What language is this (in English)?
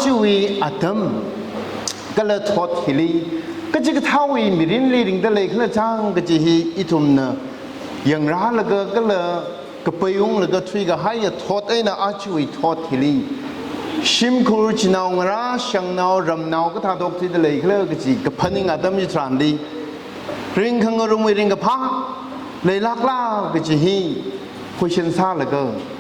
Tangkhul Naga (India)